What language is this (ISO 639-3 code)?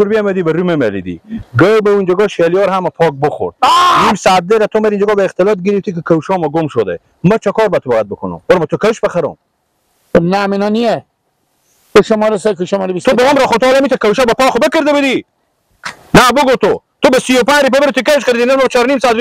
fas